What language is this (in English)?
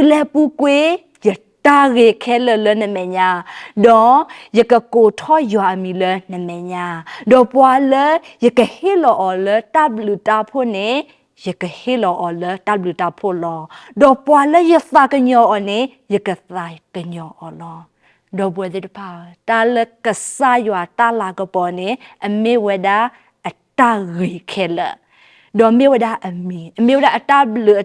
S'gaw Karen